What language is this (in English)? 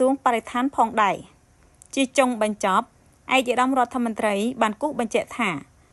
Khmer